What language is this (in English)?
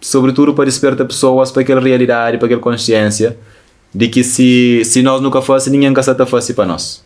Kabuverdianu